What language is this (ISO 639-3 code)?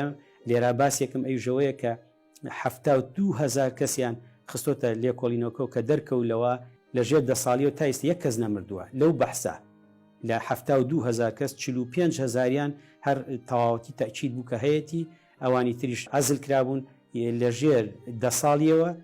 ckb